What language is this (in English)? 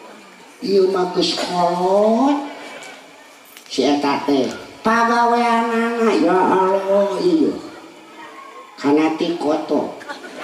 Sundanese